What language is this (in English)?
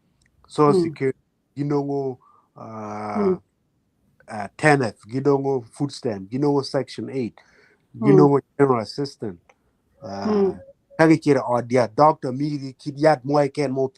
Acoli